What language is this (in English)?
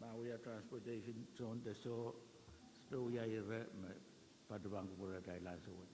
Pohnpeian